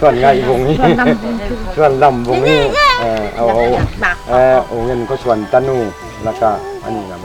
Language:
Tedim Chin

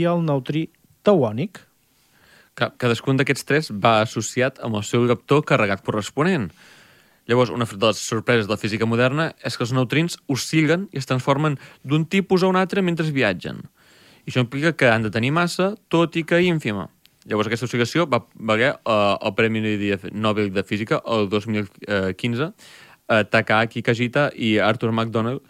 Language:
Catalan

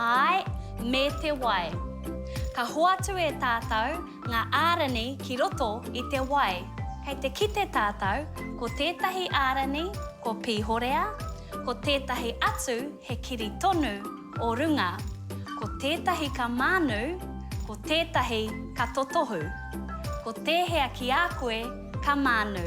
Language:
Māori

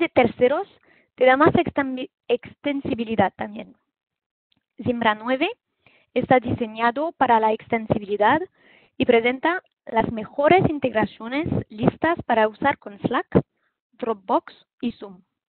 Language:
Spanish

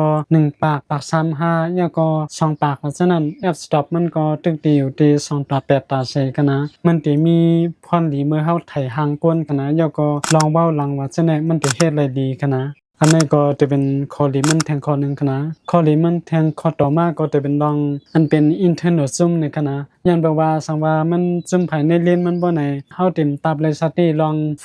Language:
Shan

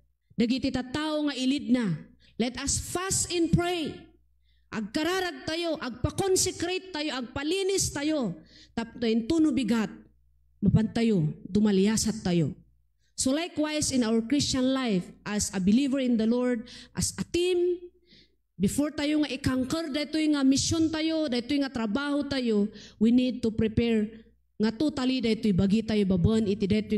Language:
Iloko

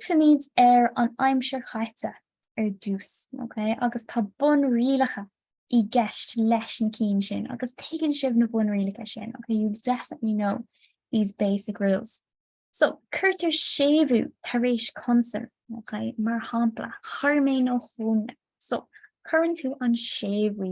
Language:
Irish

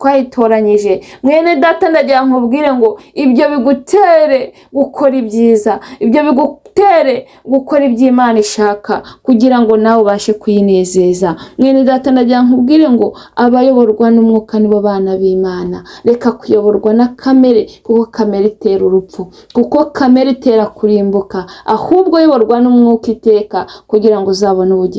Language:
Kinyarwanda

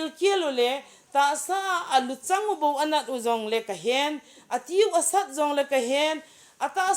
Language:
Thado Chin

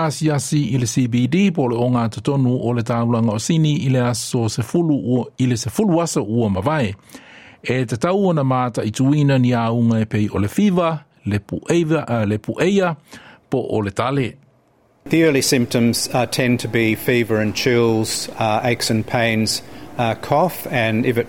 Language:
Samoan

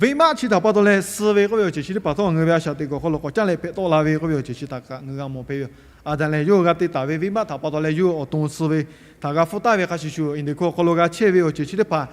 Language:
Lahu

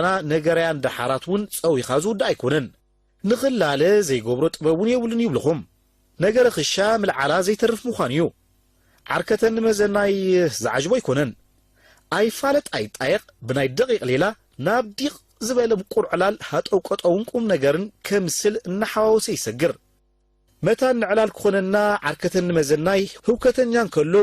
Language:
Tigrinya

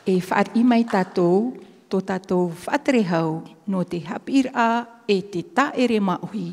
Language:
Tahitian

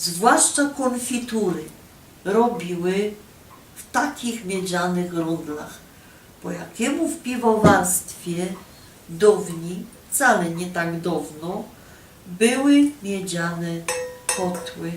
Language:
Silesian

